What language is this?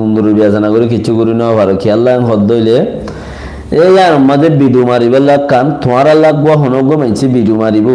Rohingya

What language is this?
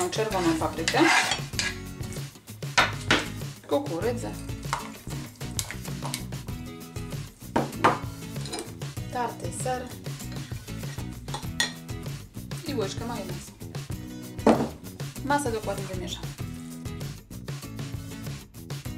Polish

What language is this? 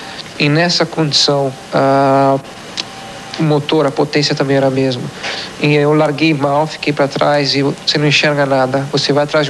Portuguese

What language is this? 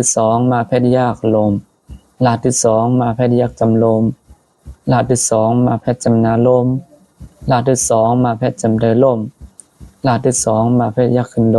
Shan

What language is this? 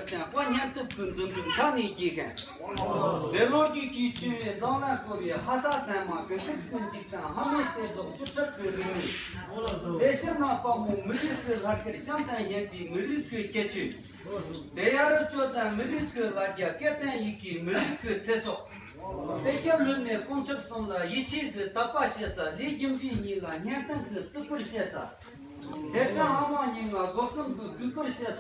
Tibetan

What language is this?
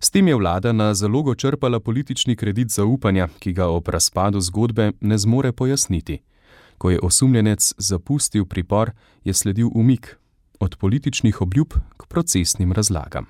Slovenian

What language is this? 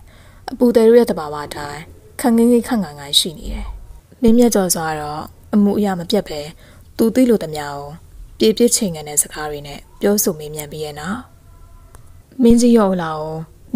Burmese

